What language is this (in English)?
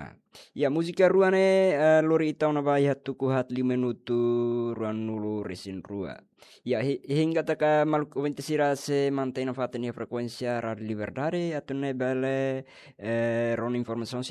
Tetum